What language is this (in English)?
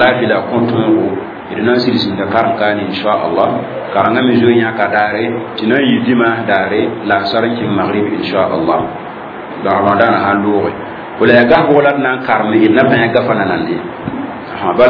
Mossi